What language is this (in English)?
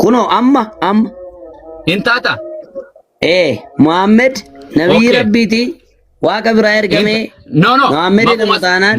Oromo